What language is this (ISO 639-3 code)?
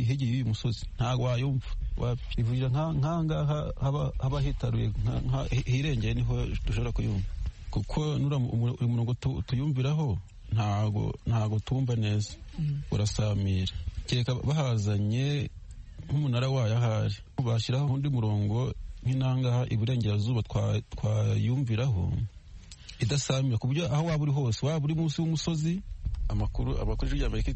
kin